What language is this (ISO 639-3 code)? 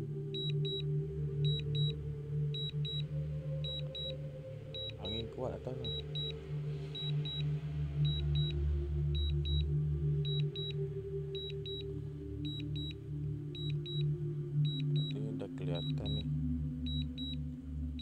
msa